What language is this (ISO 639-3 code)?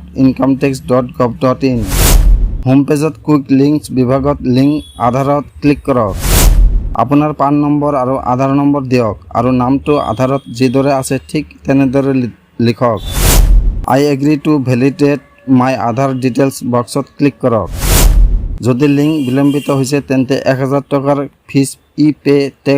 asm